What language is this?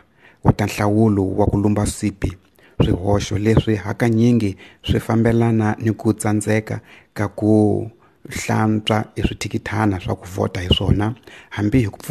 Tsonga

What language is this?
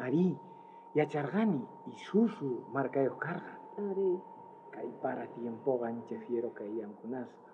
South Bolivian Quechua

